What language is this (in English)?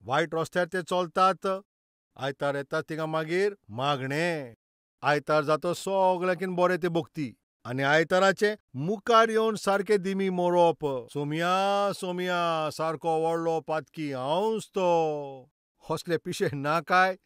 Konkani